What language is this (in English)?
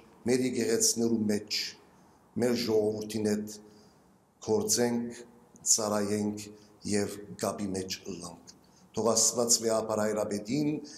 Western Armenian